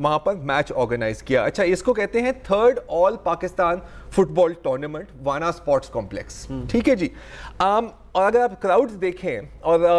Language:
Urdu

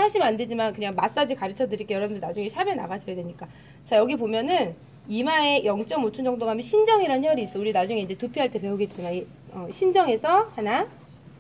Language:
Korean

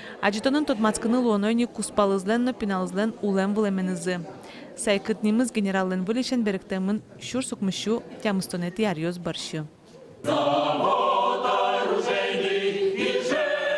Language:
Udmurt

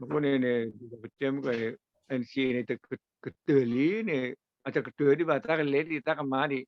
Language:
S'gaw Karen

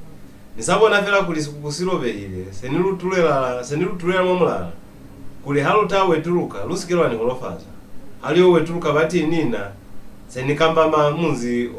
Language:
Lozi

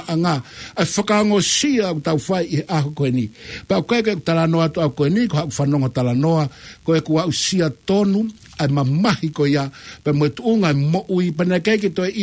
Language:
Tongan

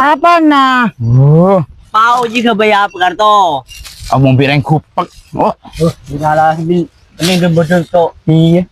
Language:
Madurese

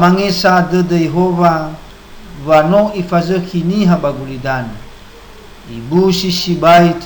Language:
Nias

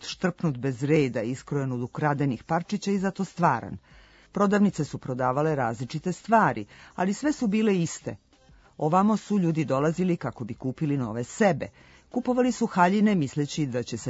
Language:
Serbian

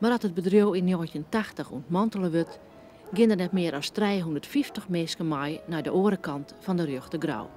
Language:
Western Frisian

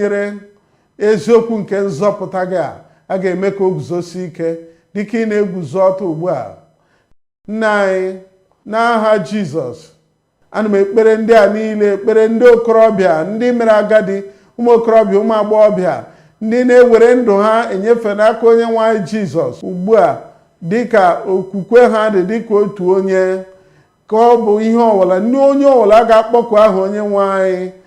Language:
Igbo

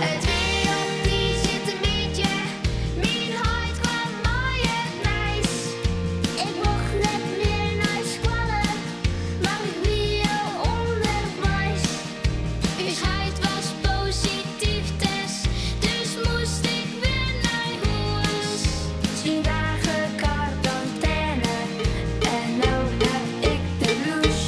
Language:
Western Frisian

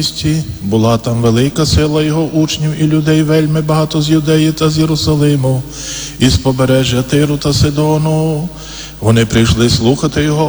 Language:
Ukrainian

